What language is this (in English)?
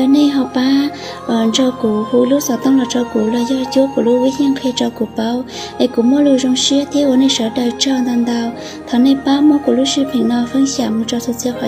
Hmong